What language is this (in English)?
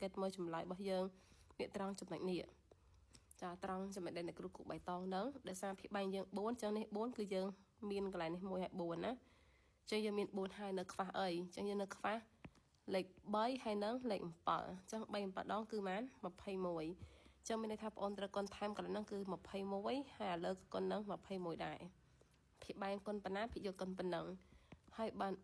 Khmer